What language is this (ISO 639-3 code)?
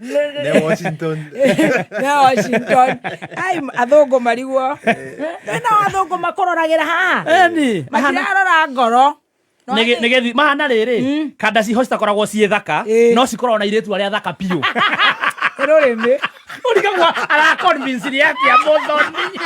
kik